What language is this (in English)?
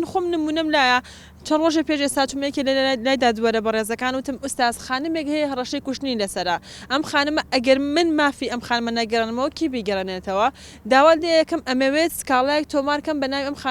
Central Kurdish